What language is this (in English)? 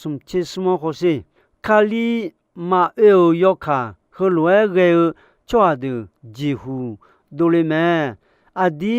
Akha